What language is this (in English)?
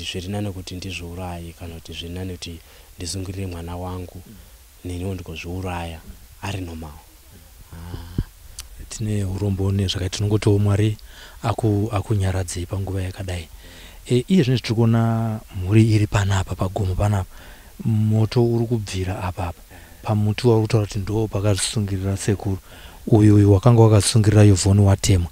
Shona